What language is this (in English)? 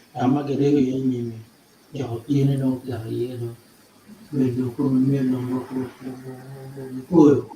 Acoli